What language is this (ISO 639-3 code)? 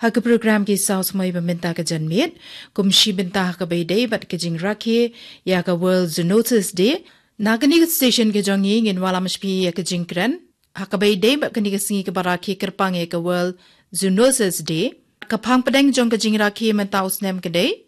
kha